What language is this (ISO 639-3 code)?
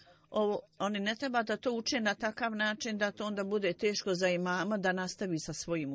bos